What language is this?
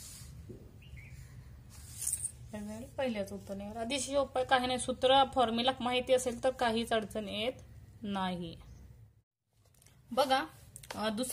Marathi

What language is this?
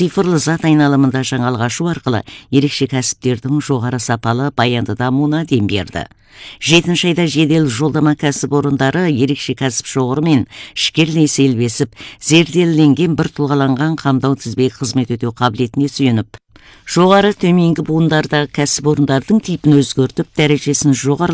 Kazakh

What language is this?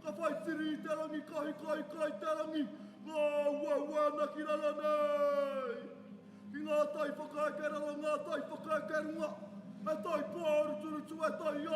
Māori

